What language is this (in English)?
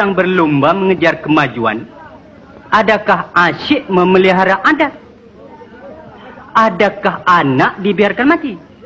Malay